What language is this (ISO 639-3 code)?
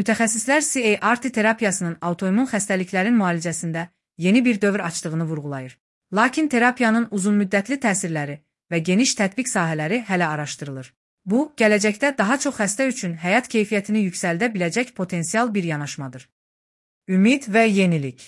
aze